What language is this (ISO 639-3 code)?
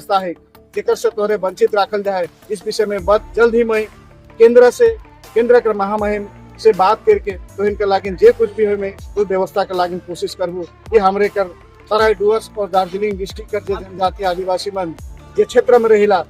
sck